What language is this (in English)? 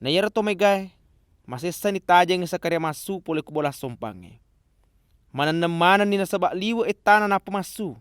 Buginese